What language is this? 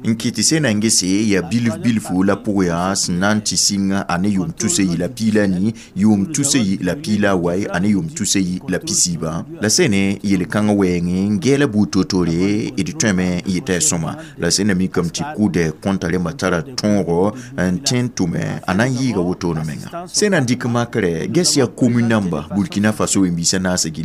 Mossi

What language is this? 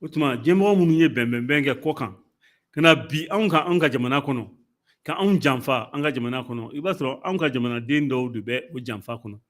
Bambara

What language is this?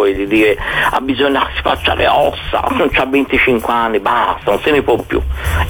Italian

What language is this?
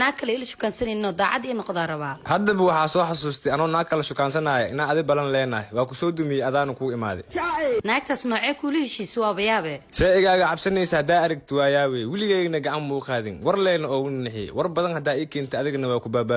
Somali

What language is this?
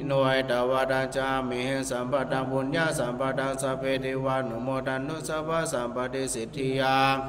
Pali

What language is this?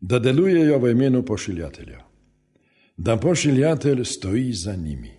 Slovenian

